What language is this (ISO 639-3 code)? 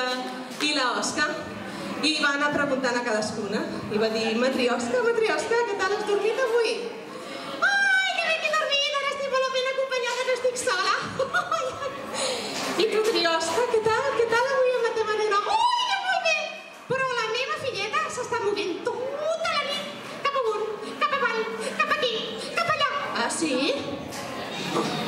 cat